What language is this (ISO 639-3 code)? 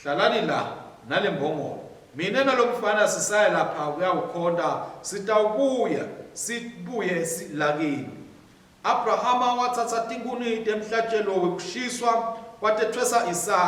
ssw